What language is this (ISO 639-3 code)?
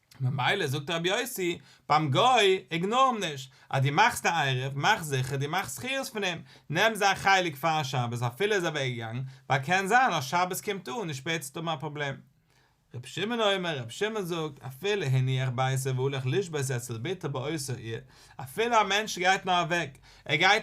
yid